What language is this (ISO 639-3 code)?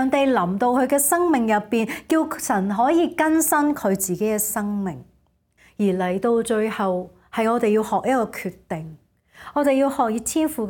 yue